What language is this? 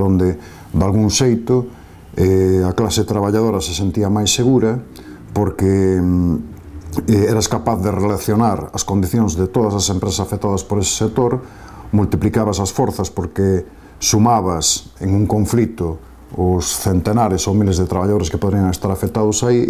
Galician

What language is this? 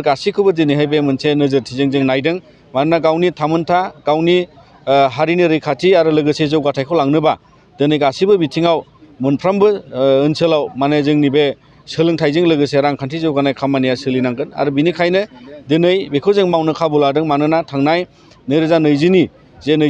Bodo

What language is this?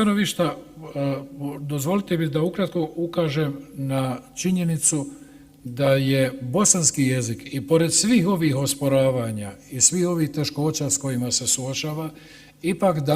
Bosnian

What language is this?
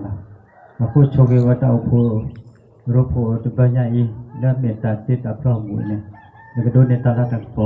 S'gaw Karen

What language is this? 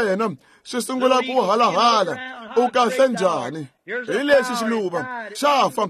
Tsonga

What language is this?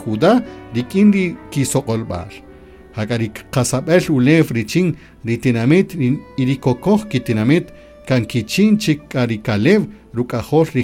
Kaqchikel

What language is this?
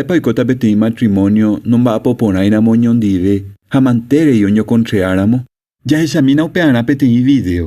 Guarani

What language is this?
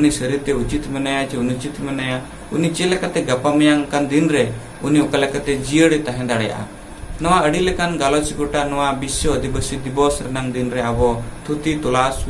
Santali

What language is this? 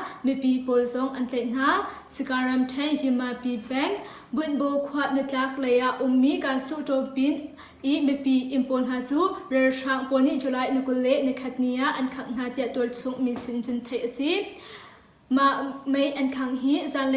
Hakha Chin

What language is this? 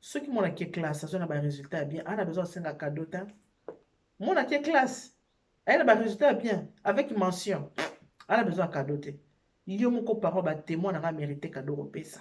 Lingala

